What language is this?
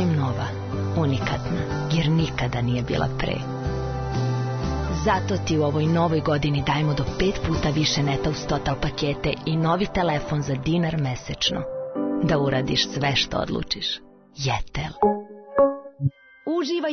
Serbian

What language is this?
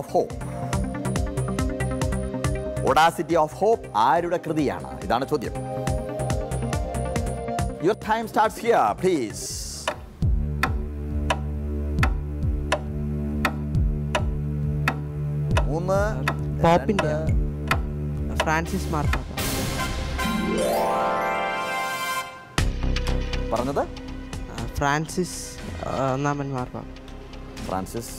Malayalam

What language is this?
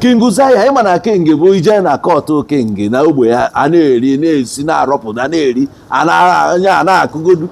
Igbo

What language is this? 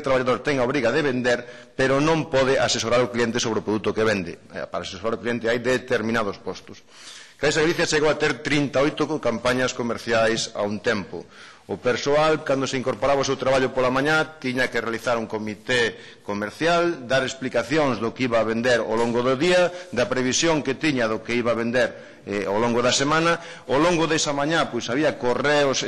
Galician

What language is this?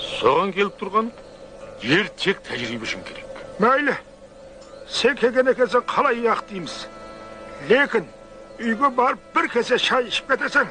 Kara-Kalpak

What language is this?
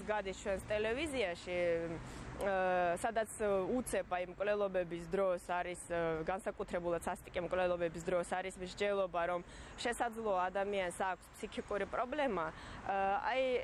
Georgian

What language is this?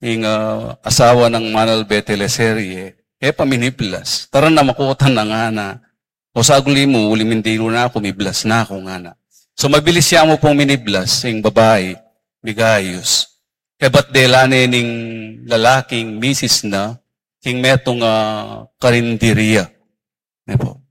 Pampanga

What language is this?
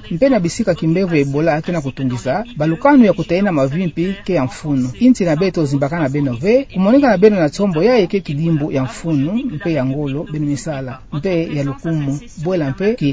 Kituba (Democratic Republic of Congo)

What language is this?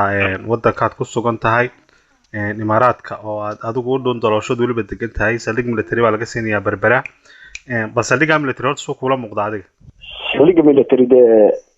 Somali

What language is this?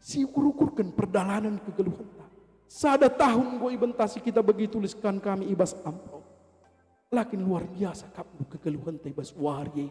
Batak Karo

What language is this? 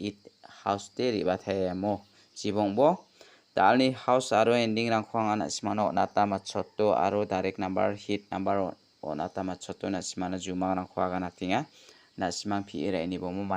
Garo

